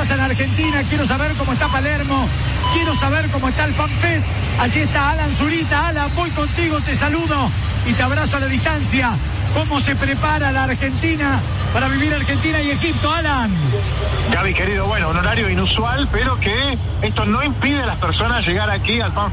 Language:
Spanish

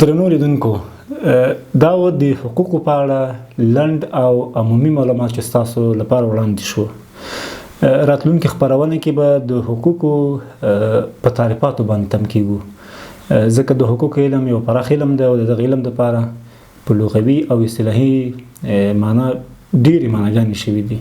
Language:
Pashto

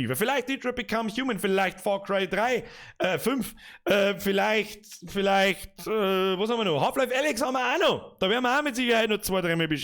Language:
Bavarian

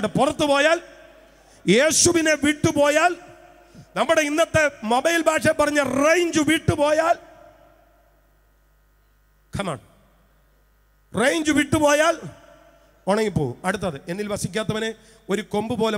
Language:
Malayalam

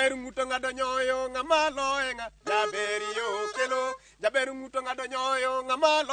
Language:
Luo (Kenya and Tanzania)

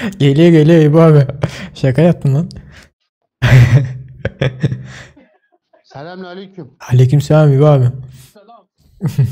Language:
Turkmen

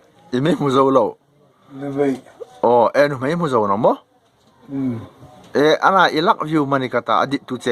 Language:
Hmar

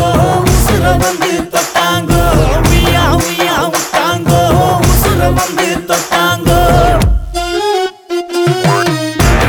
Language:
Tamil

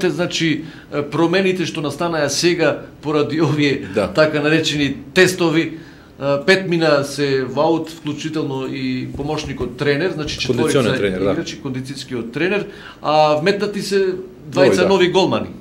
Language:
Macedonian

